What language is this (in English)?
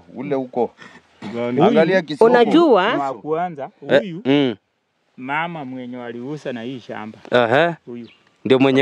Swahili